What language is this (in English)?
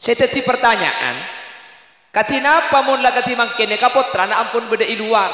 Madurese